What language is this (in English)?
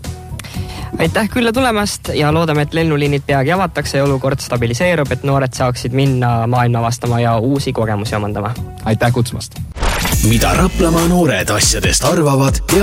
Estonian